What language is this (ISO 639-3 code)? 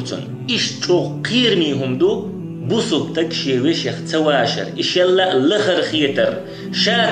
che